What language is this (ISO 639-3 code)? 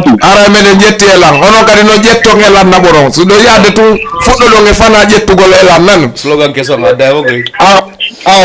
ful